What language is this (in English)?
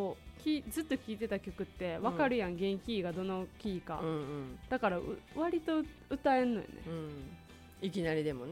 Japanese